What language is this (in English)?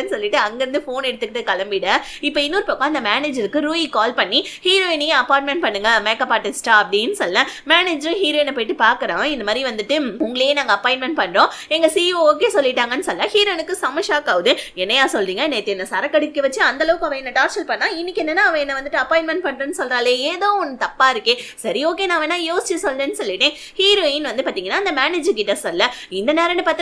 Tamil